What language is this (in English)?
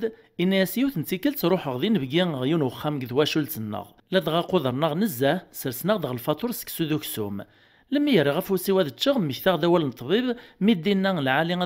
Kabyle